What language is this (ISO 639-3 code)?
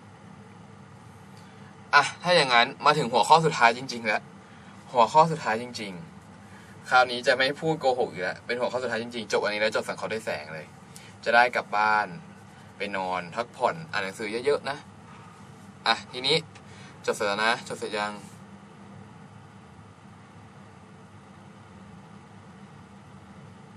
tha